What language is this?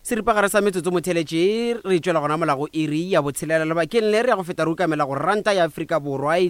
Northern Sotho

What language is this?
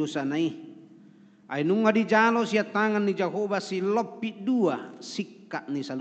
Batak Toba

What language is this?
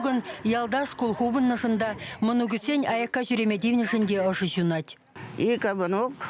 Chuvash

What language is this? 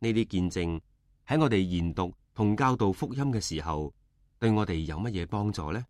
Cantonese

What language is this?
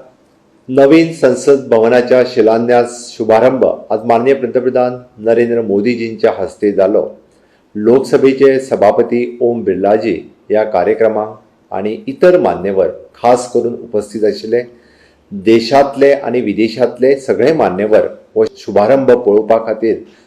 Konkani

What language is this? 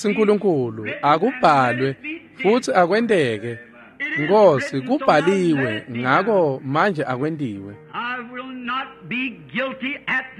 Swati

